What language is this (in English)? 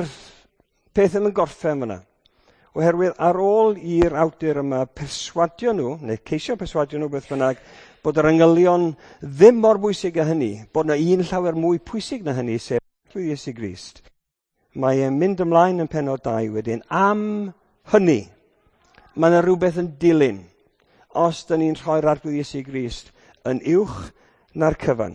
Welsh